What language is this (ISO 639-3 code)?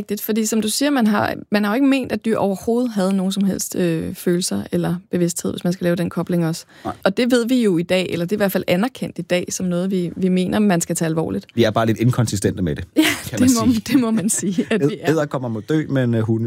dan